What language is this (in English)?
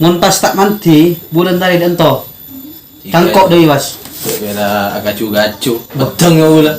Madurese